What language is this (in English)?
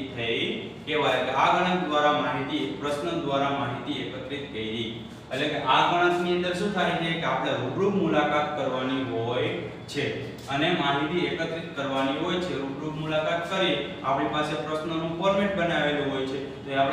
Gujarati